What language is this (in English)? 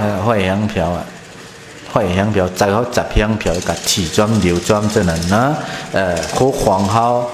Shan